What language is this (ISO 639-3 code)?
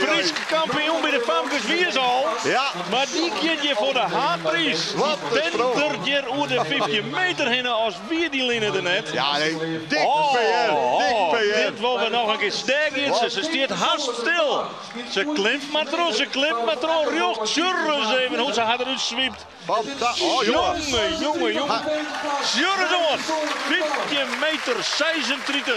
fry